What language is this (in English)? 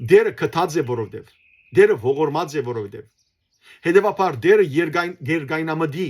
Western Armenian